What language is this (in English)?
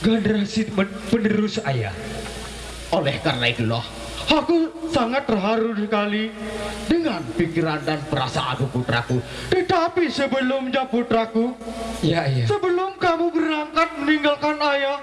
Sasak